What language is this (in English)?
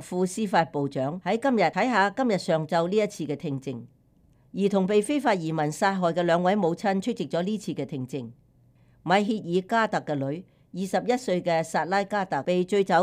Cantonese